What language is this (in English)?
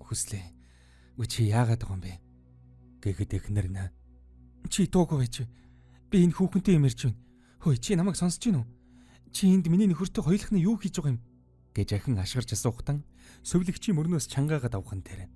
Mongolian